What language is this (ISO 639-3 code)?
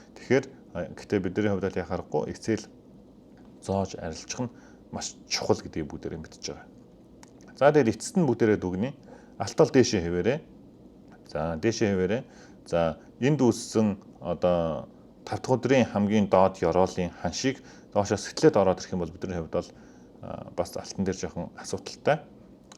mon